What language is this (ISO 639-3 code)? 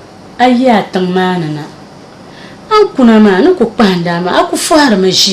dag